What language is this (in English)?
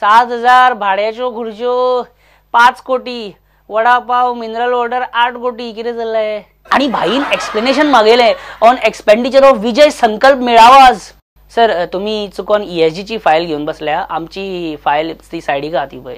Konkani